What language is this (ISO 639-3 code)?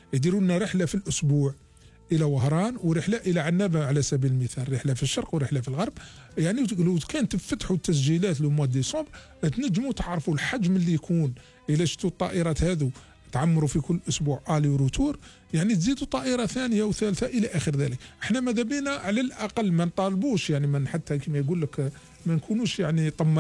arq